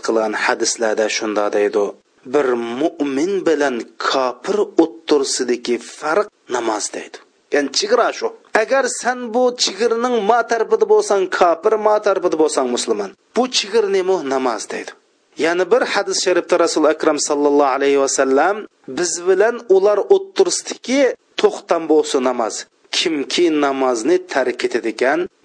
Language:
Uyghur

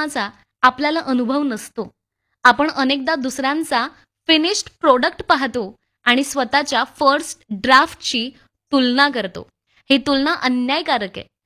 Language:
Marathi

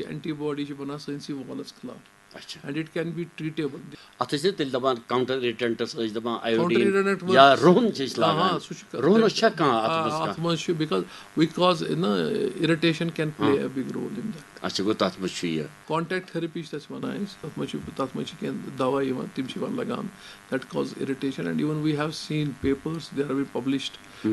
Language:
Kashmiri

